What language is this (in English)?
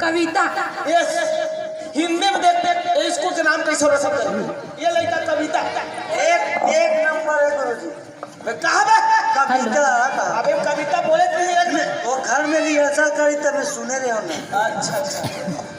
Chhattisgarhi